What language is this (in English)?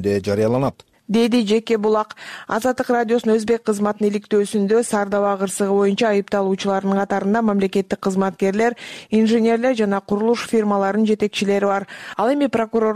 Kyrgyz